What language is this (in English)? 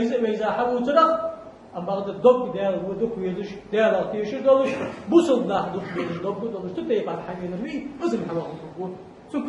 Ingush